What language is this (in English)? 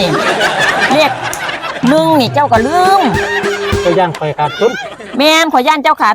Northeastern Thai